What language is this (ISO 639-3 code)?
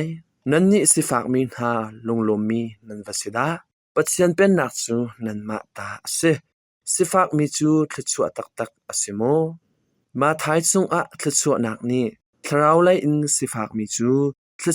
cnh